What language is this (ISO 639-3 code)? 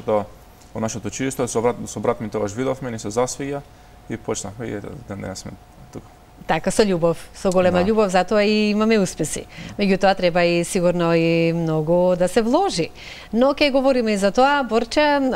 mkd